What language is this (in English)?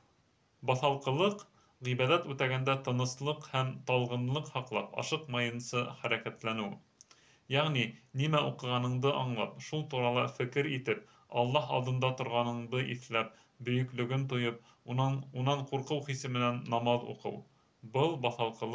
Bashkir